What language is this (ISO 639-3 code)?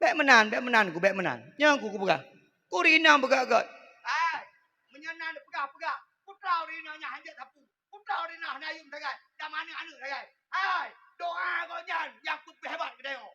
ace